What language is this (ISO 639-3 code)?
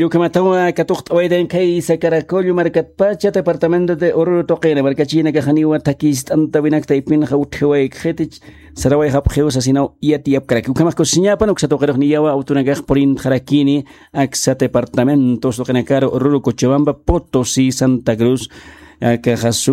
aym